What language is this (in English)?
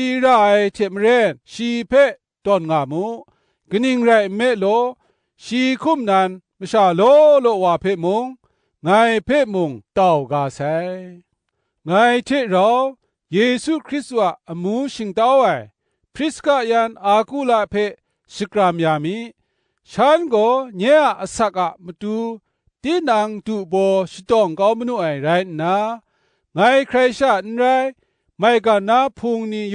Kachin